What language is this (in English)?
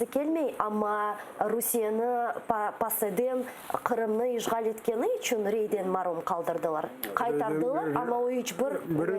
Crimean Tatar